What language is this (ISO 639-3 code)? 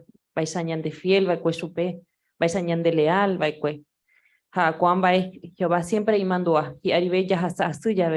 grn